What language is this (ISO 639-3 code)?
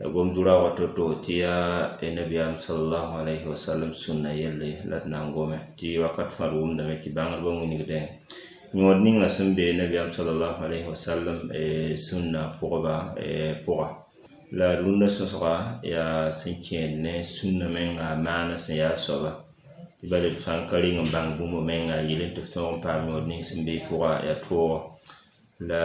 mos